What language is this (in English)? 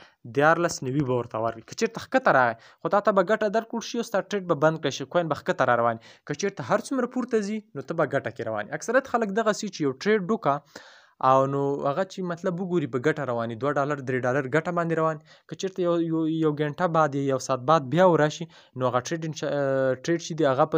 Pashto